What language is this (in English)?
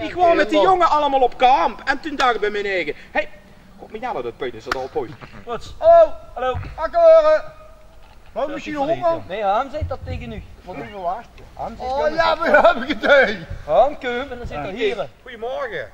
Limburgish